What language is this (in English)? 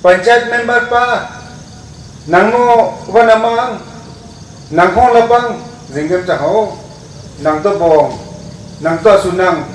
Wancho Naga